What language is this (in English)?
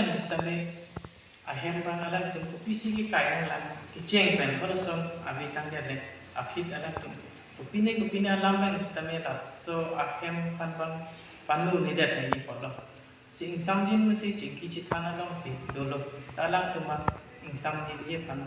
Karbi